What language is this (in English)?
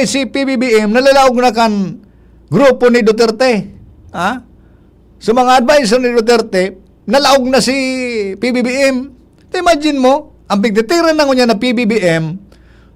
Bikol